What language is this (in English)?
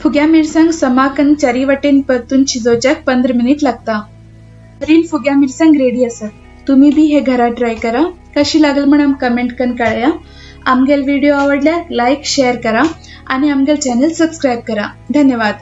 Konkani